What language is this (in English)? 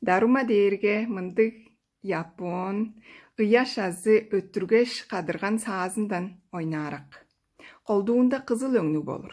Tuvinian